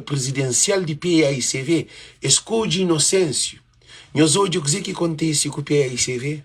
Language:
Kabuverdianu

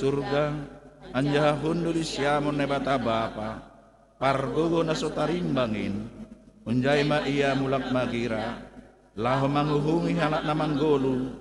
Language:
Batak Simalungun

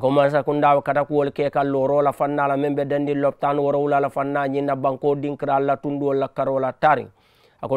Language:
Mandingo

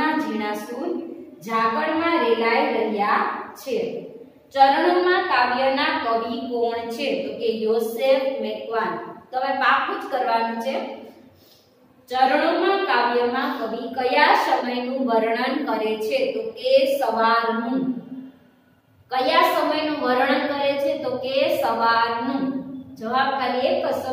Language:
Gujarati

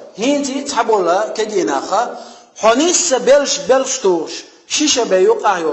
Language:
Chechen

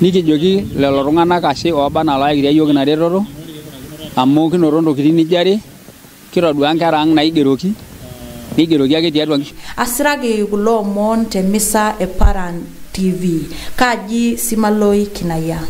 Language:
Masai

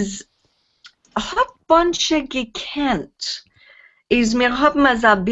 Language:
Yiddish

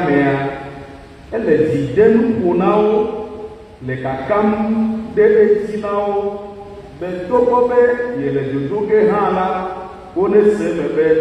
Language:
Ewe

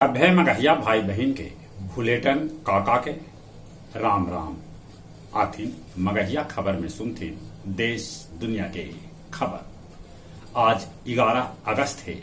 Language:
Magahi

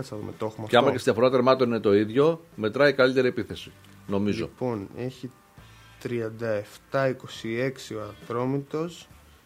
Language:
Greek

